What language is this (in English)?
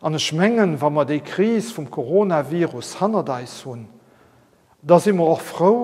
Luxembourgish